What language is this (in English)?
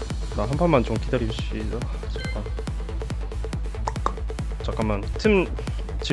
Korean